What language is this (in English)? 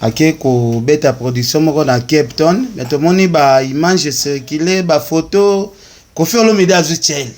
Lingala